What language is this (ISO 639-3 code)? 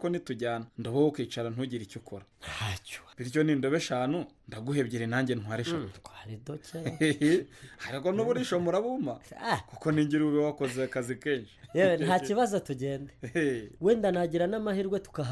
kin